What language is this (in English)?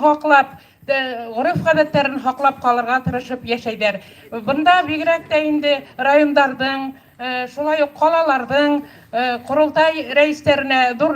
Bashkir